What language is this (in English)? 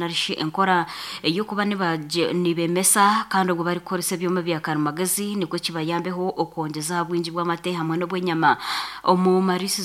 Nyankole